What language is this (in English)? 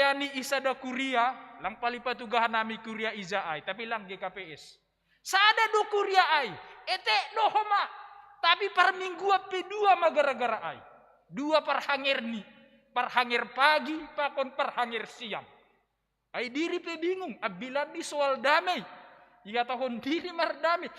Batak Simalungun